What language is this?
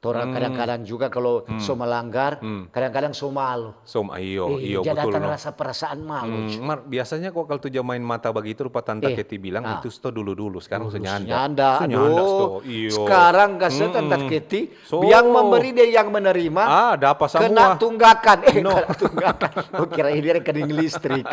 Manado Malay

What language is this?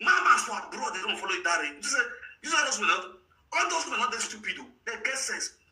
Nigerian Pidgin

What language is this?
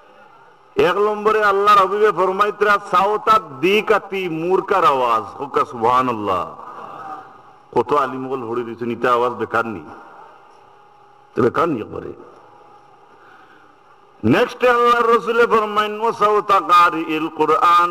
Sylheti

